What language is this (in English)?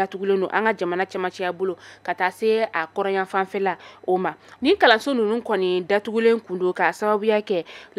Bambara